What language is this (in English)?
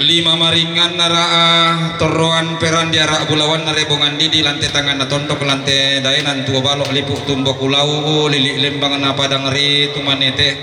Toraja-Sa'dan